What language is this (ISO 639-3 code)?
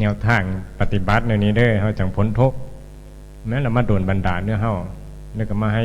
tts